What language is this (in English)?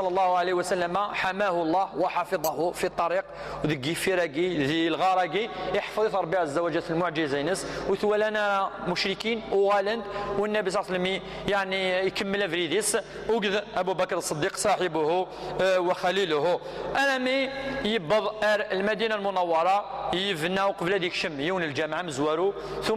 Kabyle